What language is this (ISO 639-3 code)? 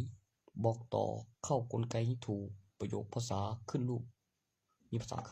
tts